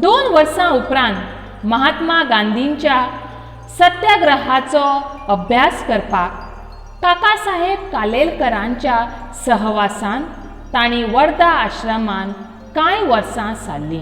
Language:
Konkani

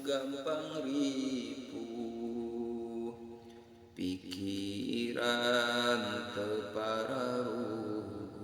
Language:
Sundanese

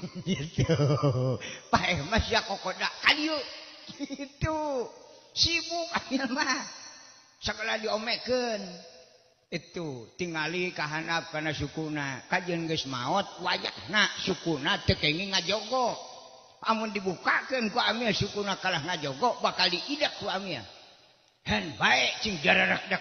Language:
Sundanese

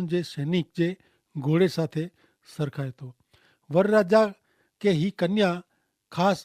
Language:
Kachhi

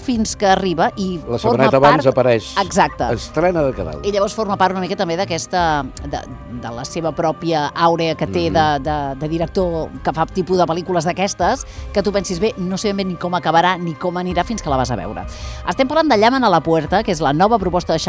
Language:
Catalan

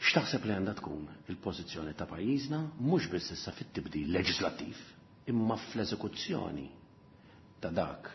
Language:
Maltese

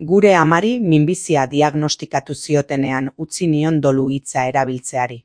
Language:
Basque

